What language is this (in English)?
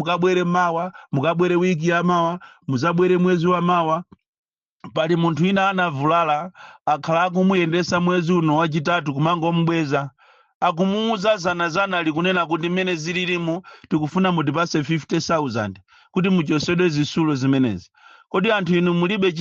Nyanja